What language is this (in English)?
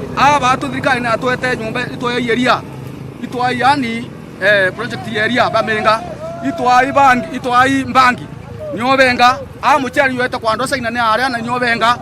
Meru